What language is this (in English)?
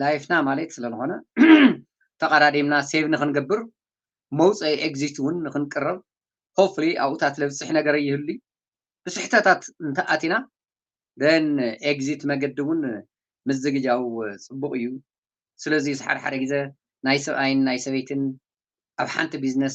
Tigrinya